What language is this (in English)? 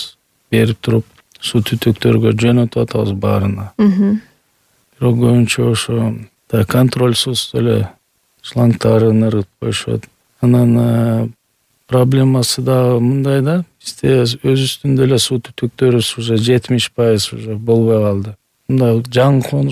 Kyrgyz